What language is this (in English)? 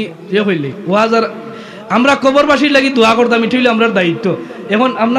Sylheti